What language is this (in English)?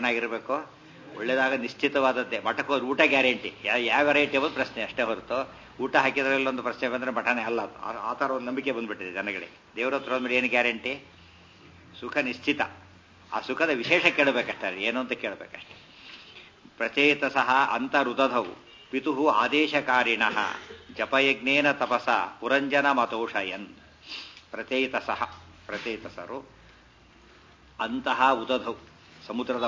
Kannada